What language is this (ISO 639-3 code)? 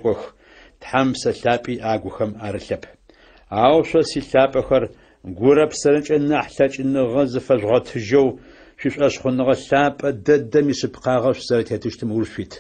ady